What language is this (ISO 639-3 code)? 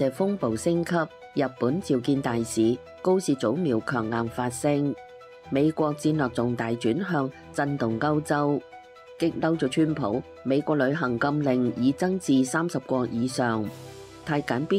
yue